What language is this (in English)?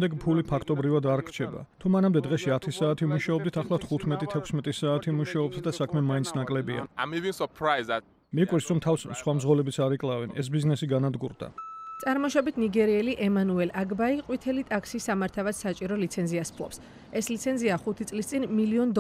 Georgian